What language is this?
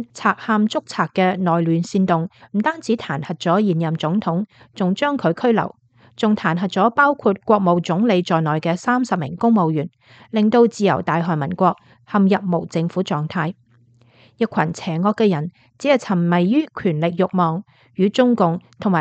Cantonese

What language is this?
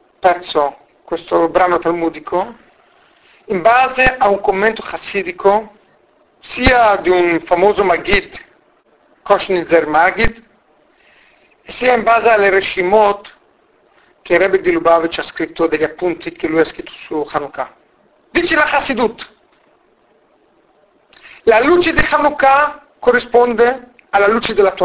Italian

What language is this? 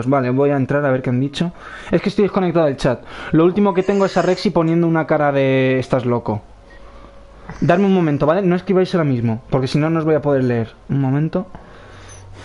Spanish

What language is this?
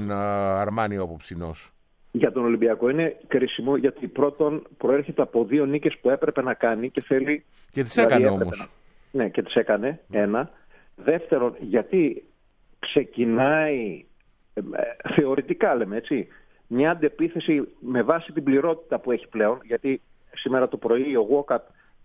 Greek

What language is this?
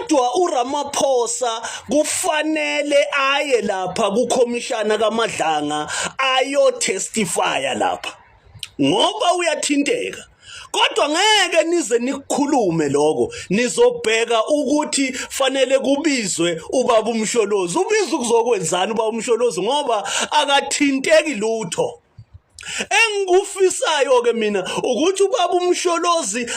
Zulu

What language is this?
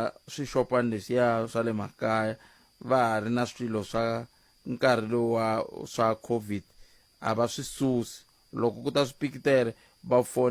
Tsonga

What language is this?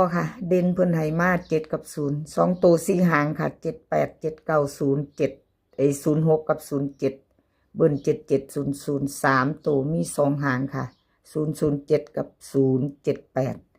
Northeastern Thai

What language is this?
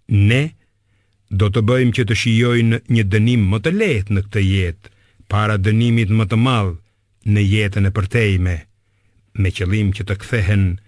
Albanian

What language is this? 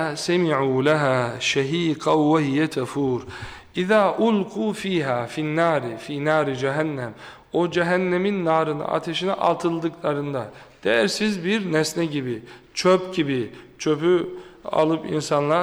Turkish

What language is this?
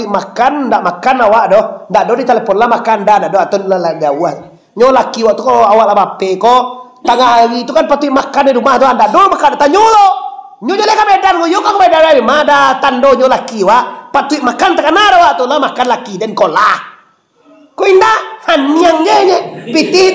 Minangkabau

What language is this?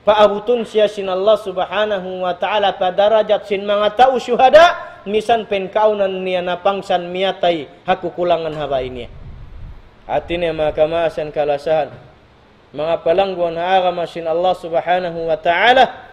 Tausug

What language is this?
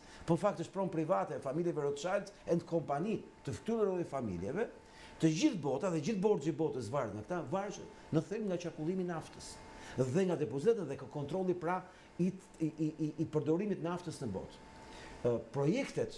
Albanian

